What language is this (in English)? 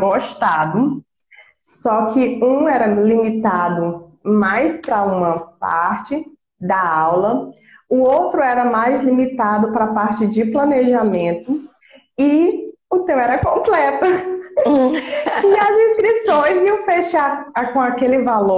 Portuguese